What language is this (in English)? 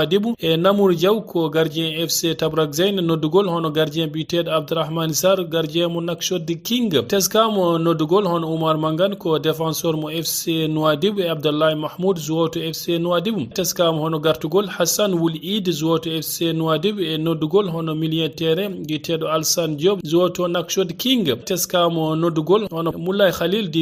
Fula